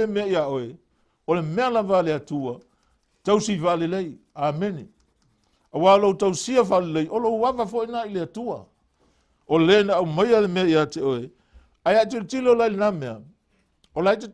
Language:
Samoan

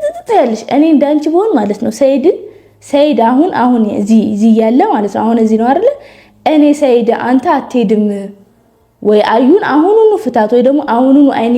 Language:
Amharic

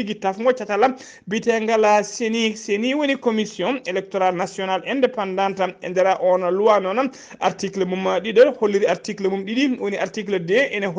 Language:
Fula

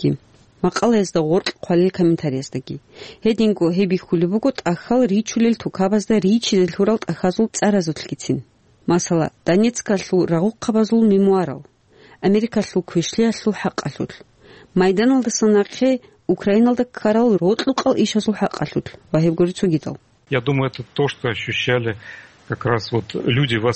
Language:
Avaric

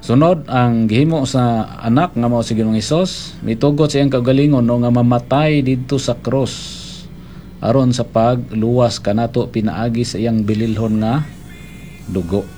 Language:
Cebuano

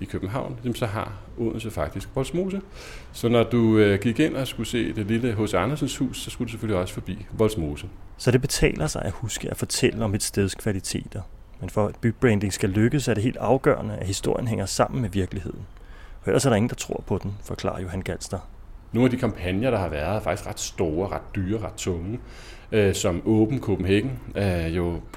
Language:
Danish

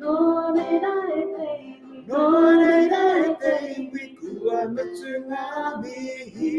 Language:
Māori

